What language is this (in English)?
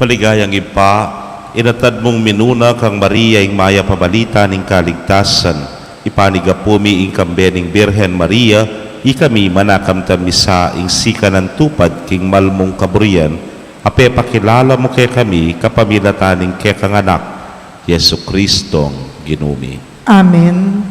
Pampanga